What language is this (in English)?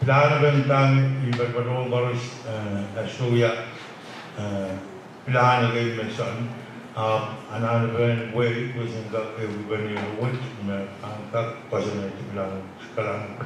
Pohnpeian